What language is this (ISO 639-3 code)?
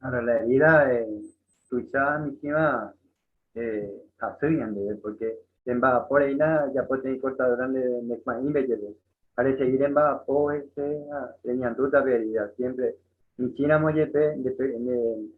grn